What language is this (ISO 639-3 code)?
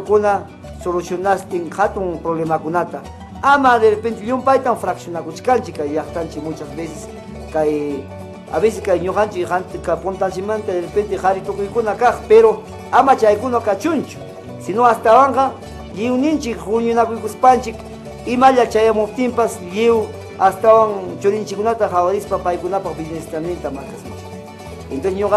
quy